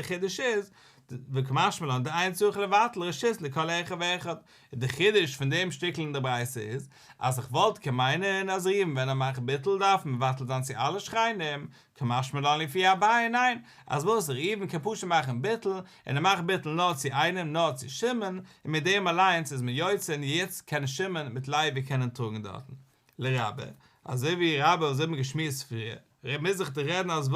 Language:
Yiddish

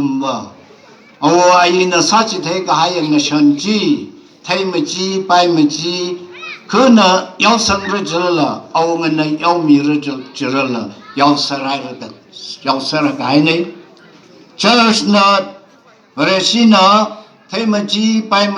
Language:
Tangkhul Naga (India)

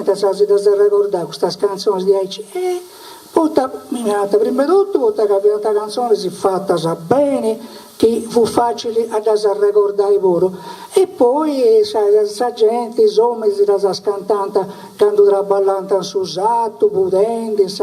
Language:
Sardinian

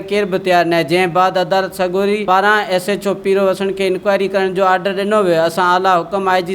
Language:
Sindhi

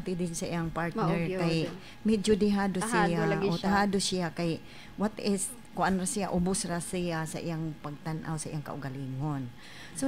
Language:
Cebuano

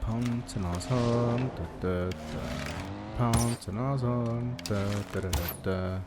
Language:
Swiss German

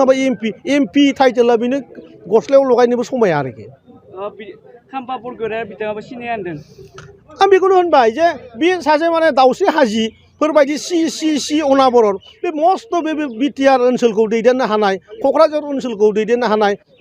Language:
Bodo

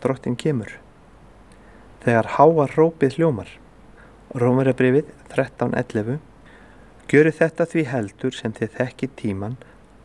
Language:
Icelandic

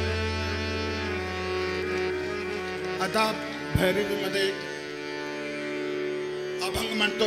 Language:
Hindi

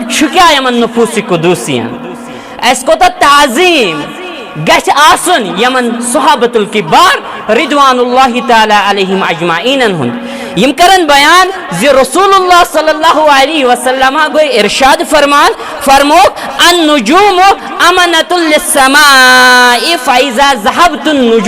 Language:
Kashmiri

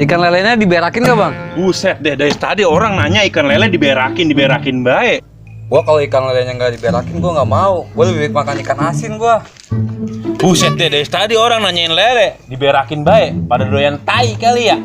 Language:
Betawi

